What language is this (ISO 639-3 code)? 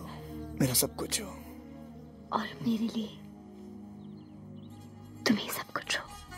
hin